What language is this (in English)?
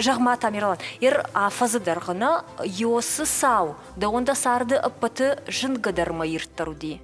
Ossetic